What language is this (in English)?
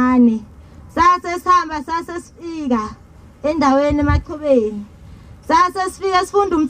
Zulu